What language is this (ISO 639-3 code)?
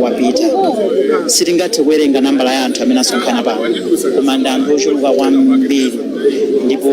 nya